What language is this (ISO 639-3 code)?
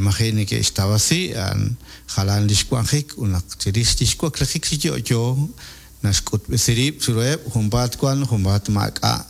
kek